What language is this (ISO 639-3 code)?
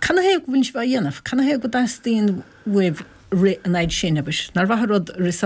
gle